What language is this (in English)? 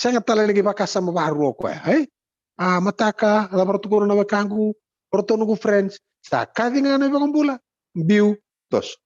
Fijian